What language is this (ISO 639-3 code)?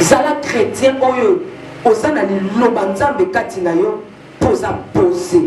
lin